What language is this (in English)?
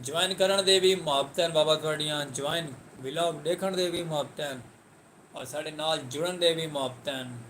Saraiki